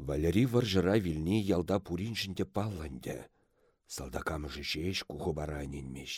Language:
Chuvash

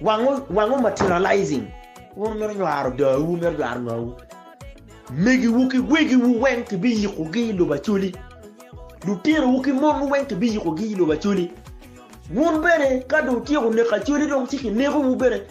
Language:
Acoli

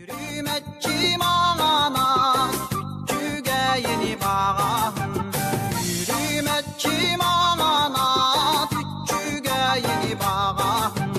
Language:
Yakut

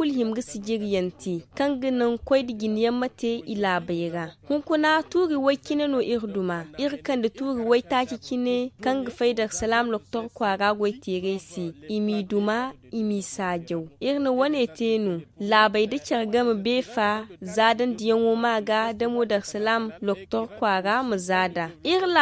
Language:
Zarma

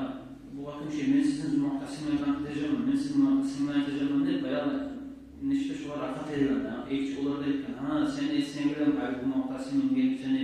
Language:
Kumyk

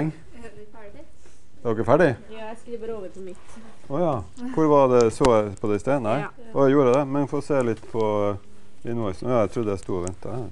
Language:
Norwegian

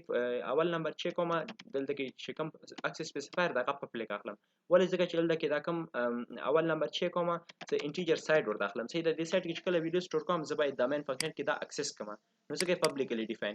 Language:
Pashto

